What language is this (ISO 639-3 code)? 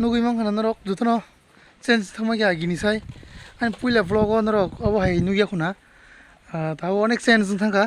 trp